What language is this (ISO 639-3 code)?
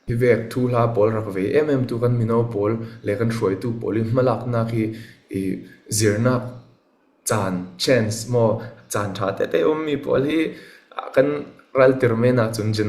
cfm